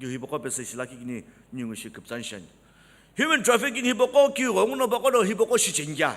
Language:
Sumi Naga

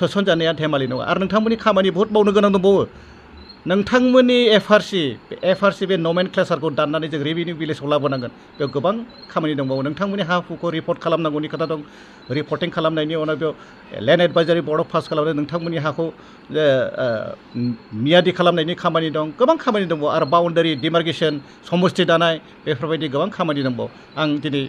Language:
Bodo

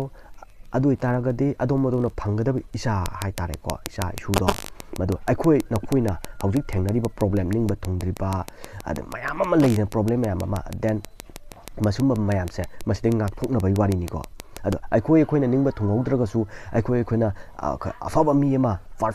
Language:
Manipuri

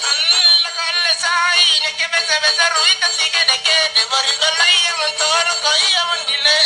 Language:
Makasar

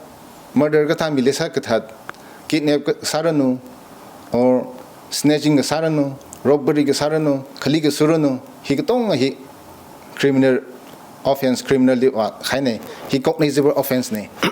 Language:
Tangkhul Naga (India)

